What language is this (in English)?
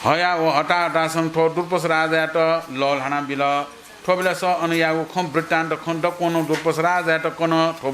Newari